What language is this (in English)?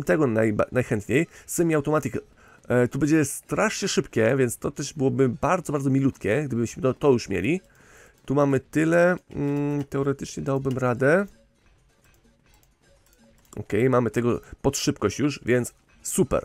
Polish